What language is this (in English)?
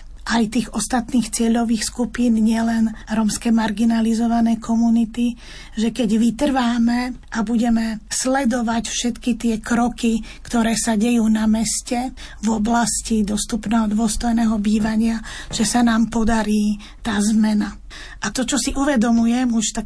Slovak